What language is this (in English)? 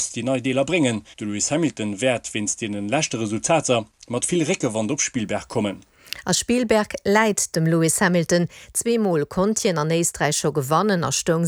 Luxembourgish